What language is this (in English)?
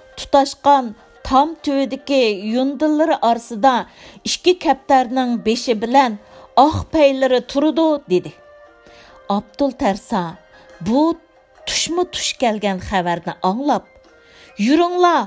Uyghur